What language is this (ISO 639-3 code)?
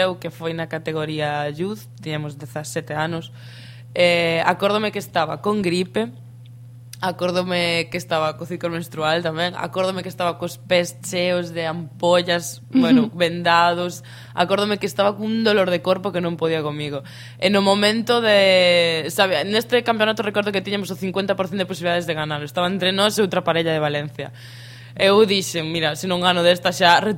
glg